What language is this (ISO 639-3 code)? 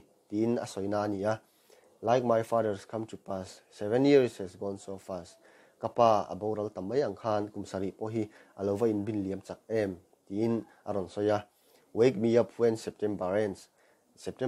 lus